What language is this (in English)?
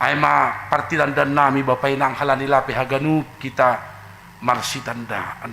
Batak Simalungun